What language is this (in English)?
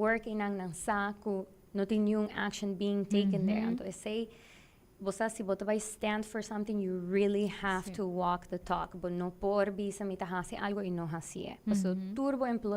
Papiamento